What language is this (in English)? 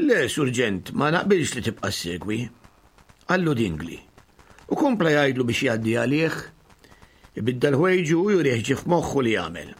Maltese